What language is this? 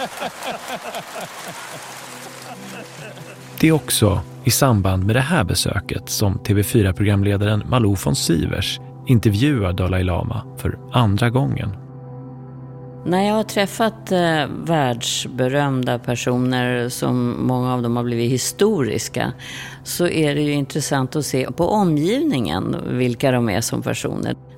Swedish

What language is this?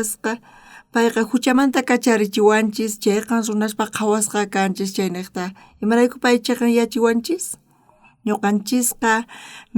South Bolivian Quechua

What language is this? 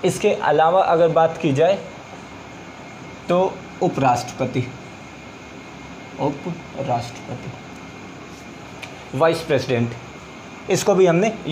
Hindi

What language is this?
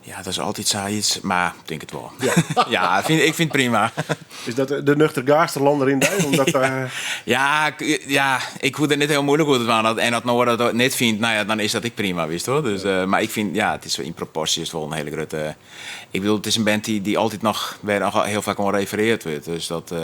Western Frisian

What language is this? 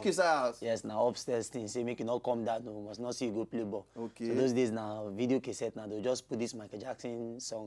Nigerian Pidgin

